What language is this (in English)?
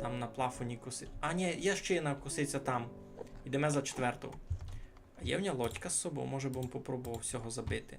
Rusyn